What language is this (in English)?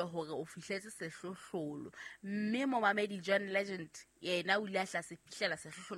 Southern Sotho